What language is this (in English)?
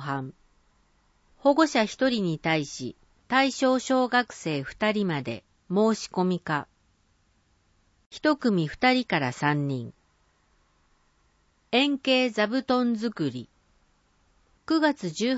Japanese